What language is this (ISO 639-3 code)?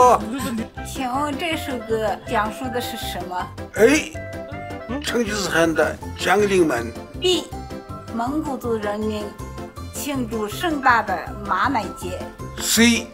zho